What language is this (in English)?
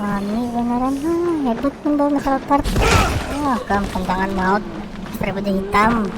Banjar